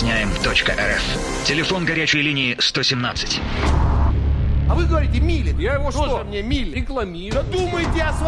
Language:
Russian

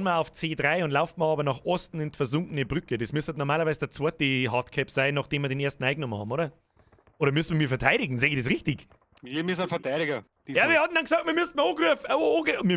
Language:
Bavarian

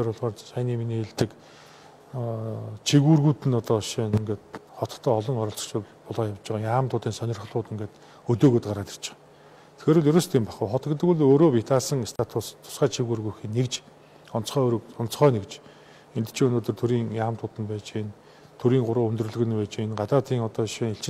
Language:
Mongolian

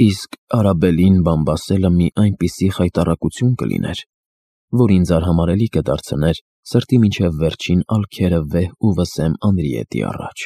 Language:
Armenian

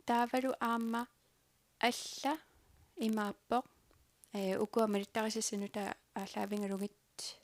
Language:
Kalaallisut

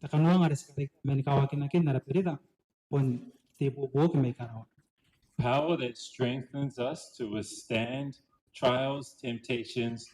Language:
Gilbertese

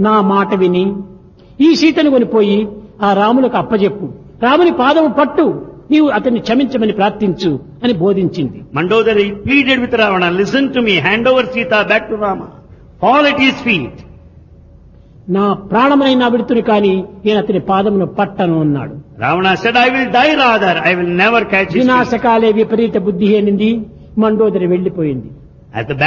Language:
Telugu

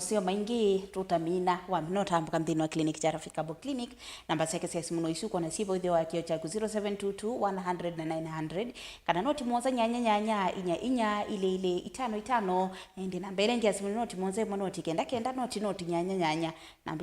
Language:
Kamba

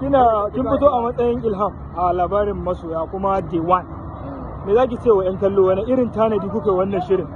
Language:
Hausa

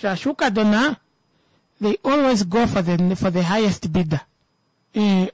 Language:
Kuanyama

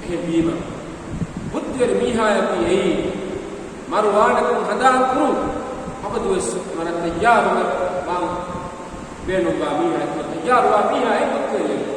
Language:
Divehi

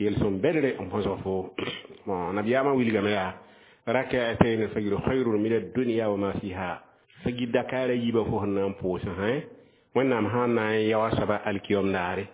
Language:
Mossi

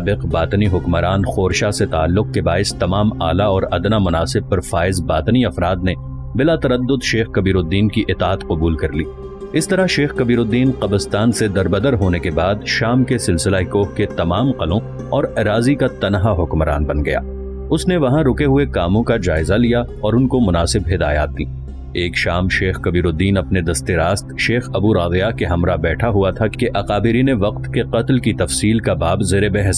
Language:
Urdu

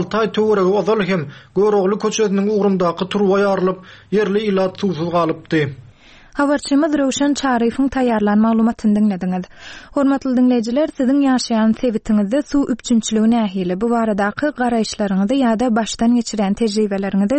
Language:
Turkmen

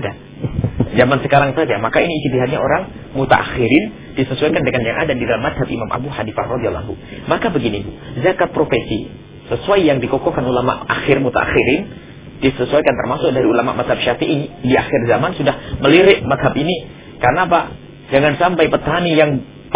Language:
Indonesian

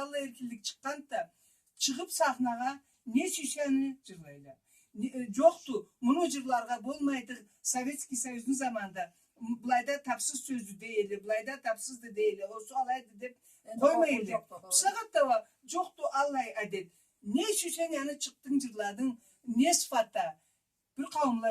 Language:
Karachay-Balkar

